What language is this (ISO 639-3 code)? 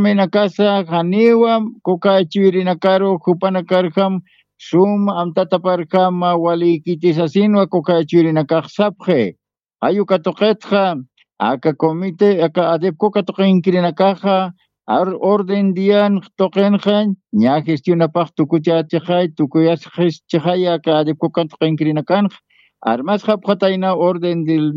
aym